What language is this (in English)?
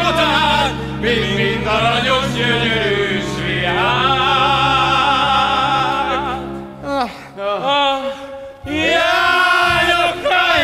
Hungarian